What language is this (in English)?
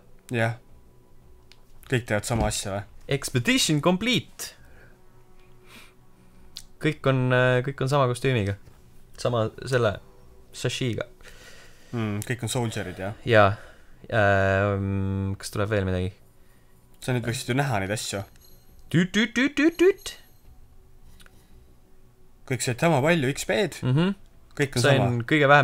Estonian